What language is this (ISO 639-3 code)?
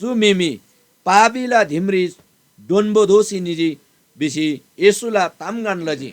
taj